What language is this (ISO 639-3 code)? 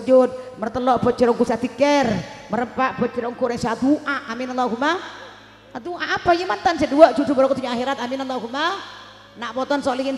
mad